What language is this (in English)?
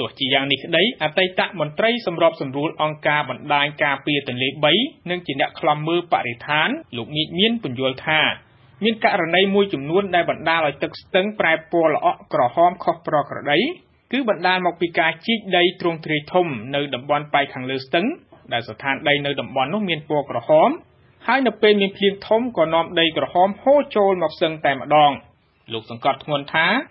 Khmer